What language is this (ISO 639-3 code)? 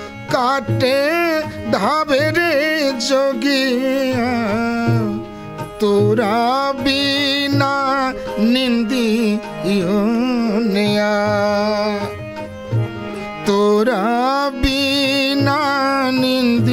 mai